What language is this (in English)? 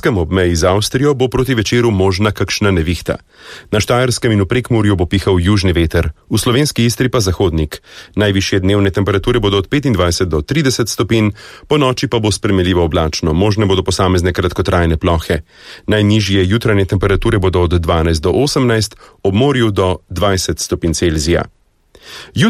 Slovenian